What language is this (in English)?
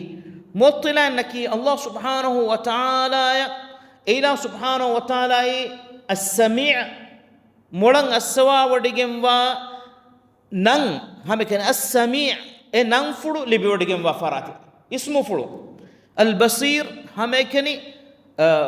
Divehi